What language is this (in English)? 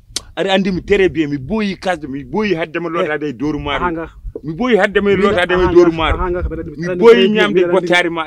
Fula